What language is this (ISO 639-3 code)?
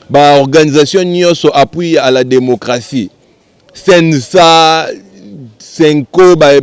lin